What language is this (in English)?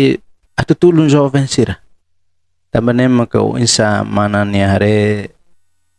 Tetum